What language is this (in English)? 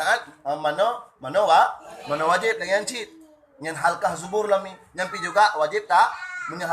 Achinese